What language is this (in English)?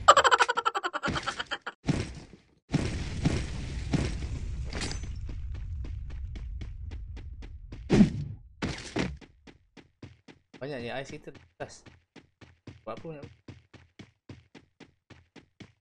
Malay